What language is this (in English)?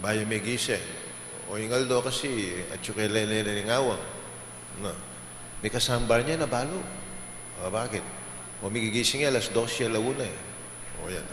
Pampanga